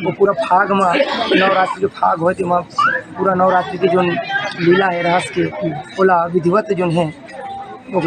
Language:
Chhattisgarhi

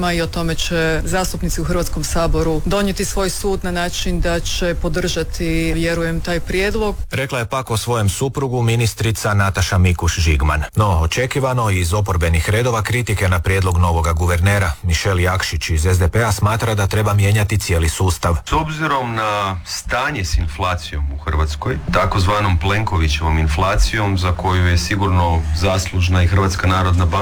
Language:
Croatian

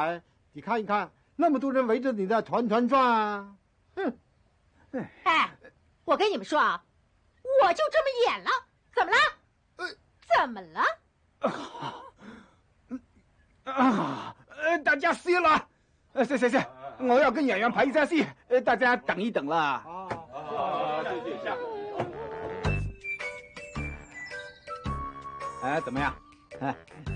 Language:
Chinese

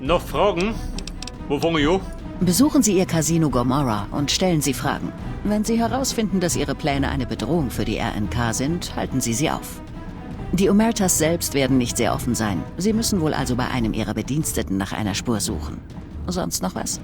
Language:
Bavarian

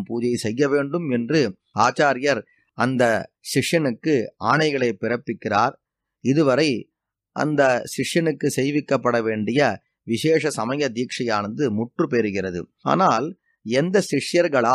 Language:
Tamil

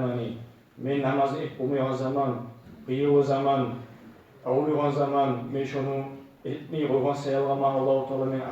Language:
Kumyk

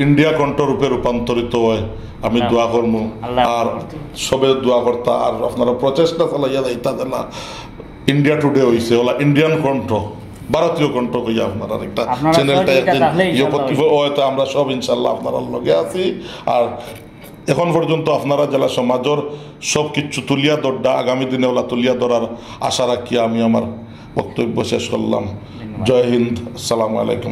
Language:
Sylheti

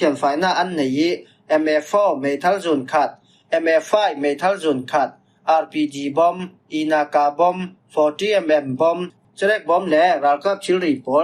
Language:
Falam Chin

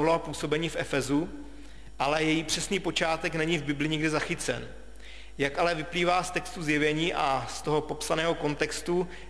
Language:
Czech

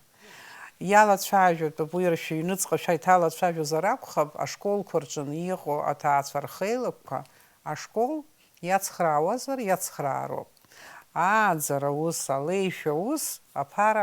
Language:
Abkhazian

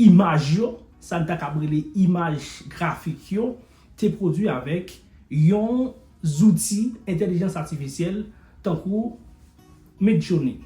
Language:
Haitian Creole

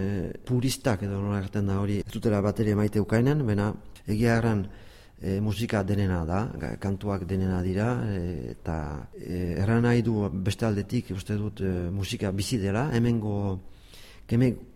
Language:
Basque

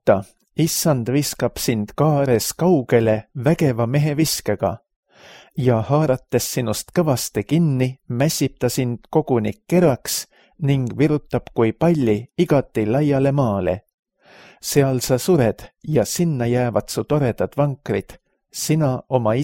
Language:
Estonian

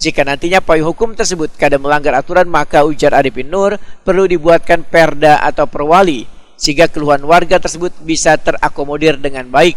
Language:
Banjar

